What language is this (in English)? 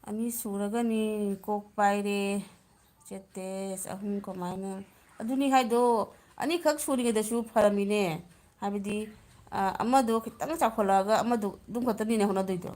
Manipuri